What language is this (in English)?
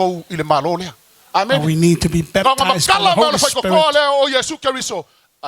Samoan